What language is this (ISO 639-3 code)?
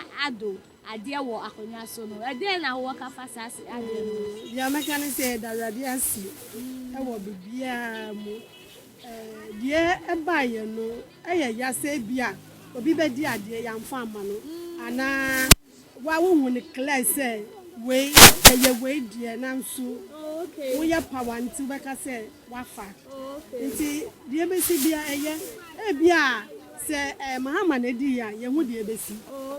aka